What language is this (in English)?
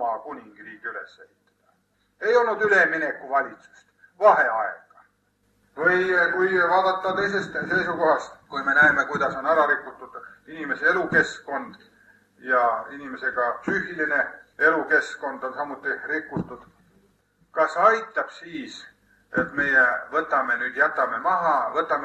Estonian